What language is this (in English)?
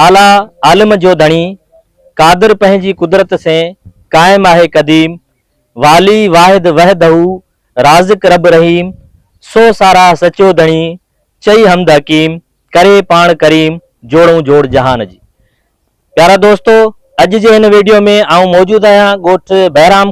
Sindhi